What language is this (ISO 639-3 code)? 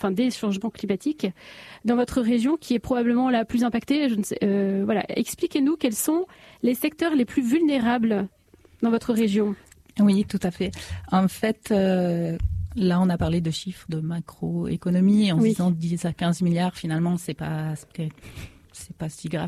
fra